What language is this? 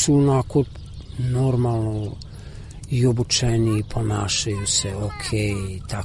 Serbian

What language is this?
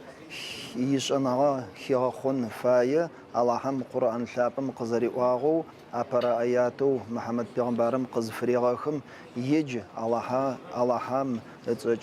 Adyghe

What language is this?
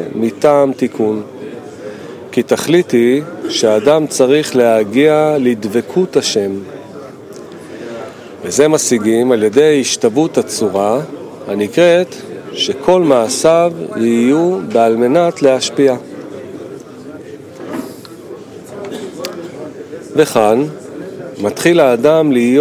Hebrew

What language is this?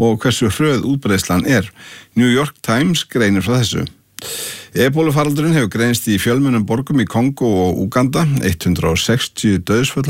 Icelandic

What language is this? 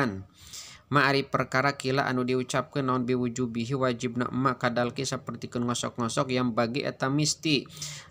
Sundanese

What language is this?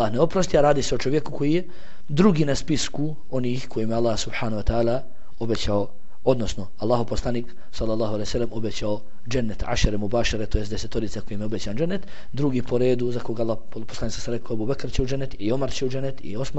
Bosnian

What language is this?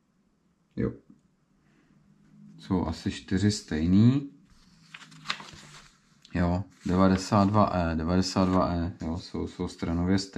Czech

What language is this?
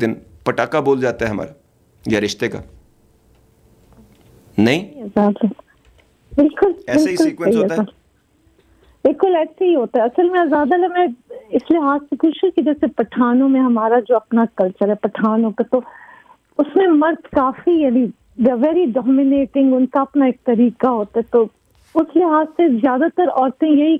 Urdu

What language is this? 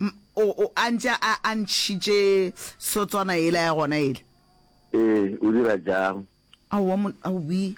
Northern Sotho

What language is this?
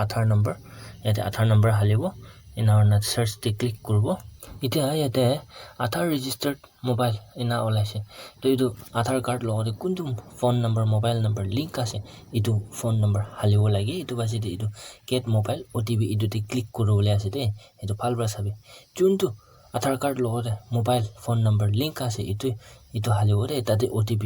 Naga Pidgin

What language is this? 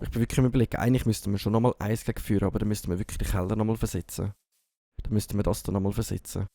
Swiss German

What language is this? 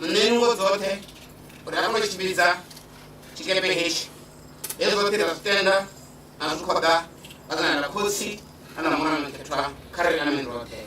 Venda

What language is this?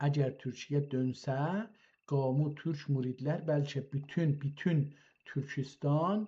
South Azerbaijani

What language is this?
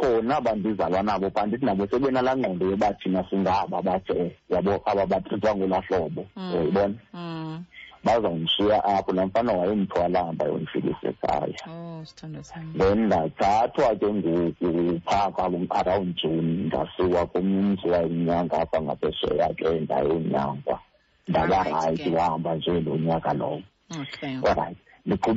Xhosa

